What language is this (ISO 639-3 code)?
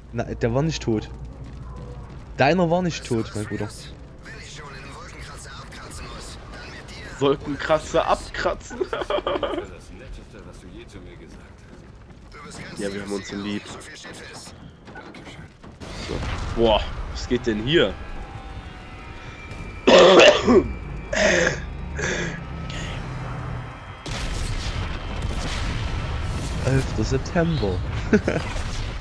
deu